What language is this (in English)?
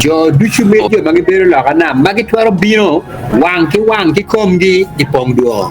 Acoli